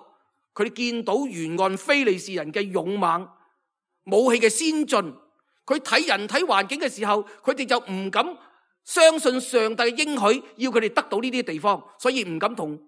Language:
Cantonese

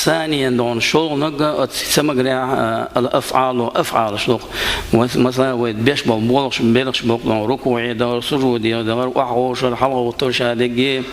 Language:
Chechen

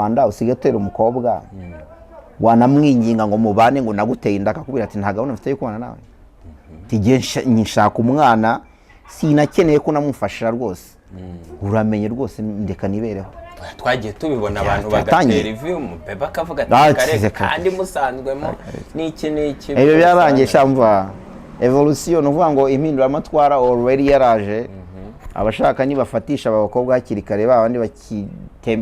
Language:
Kinyarwanda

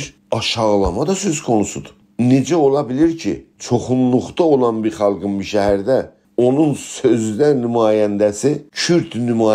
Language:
South Azerbaijani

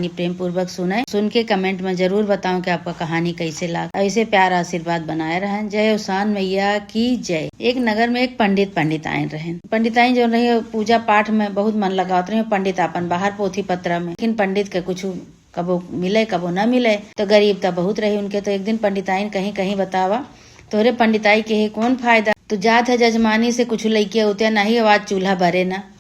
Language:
Awadhi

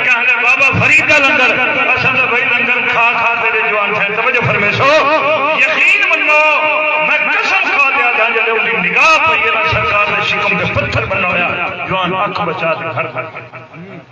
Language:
Saraiki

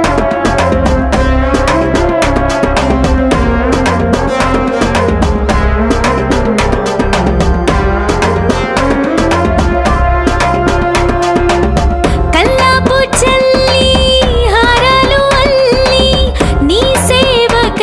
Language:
Telugu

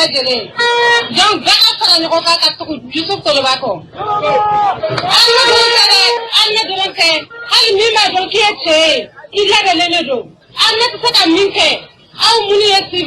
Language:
Bambara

